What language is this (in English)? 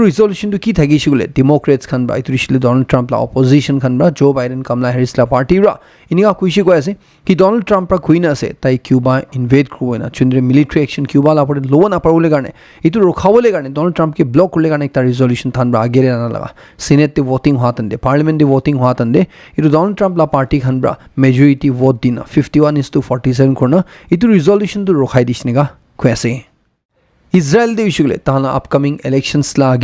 Naga Pidgin